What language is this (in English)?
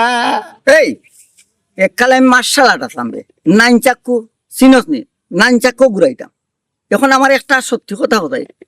Sylheti